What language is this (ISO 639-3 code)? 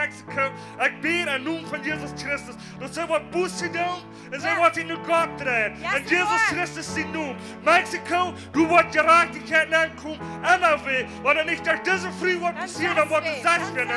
pdt